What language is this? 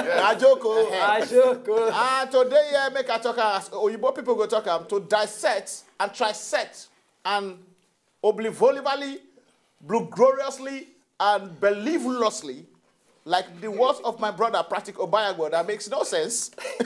Nigerian Pidgin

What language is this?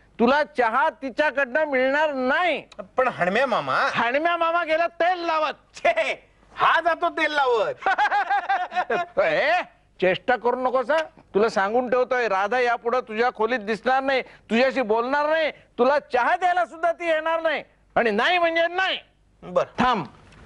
Marathi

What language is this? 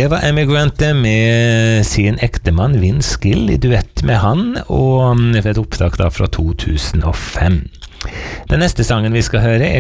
Norwegian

